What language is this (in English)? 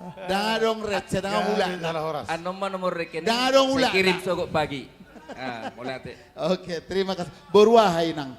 Batak Toba